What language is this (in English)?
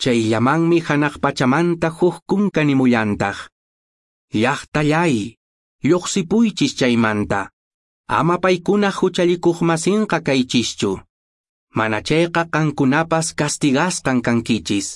Quechua